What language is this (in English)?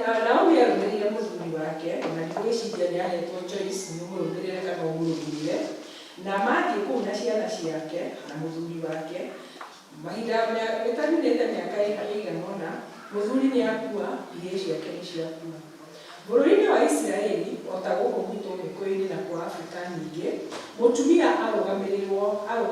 Kikuyu